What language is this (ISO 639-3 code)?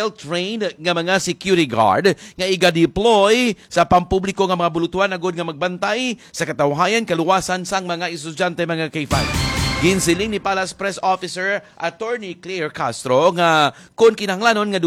hil